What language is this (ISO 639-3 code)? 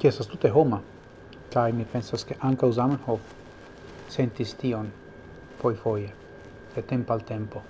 epo